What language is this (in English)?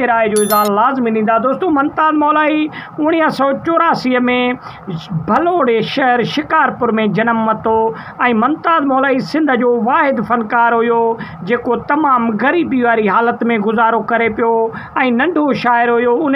Sindhi